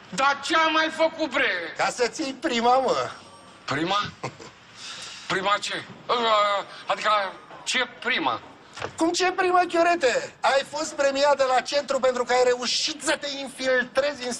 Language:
Romanian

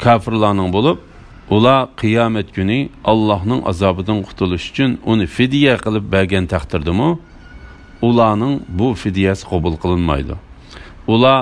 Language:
Uyghur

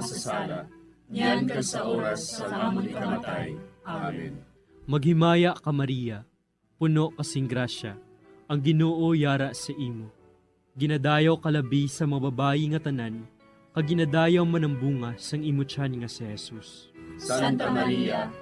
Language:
Hiligaynon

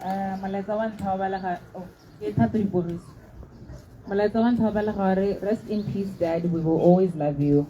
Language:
Tswana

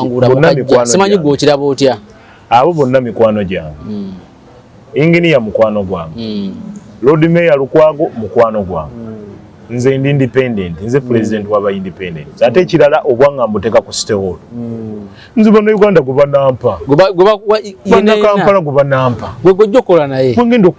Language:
Ganda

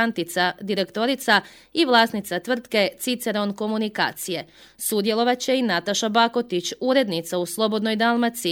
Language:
Croatian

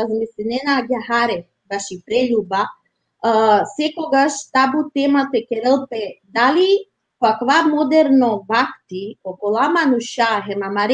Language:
Balkan Romani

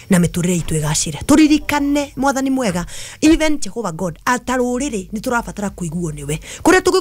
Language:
Kikuyu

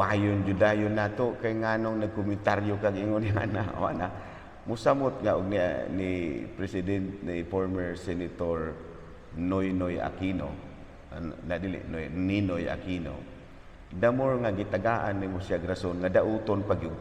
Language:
Cebuano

